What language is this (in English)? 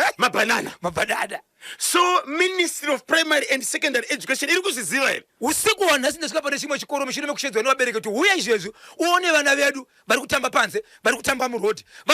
Shona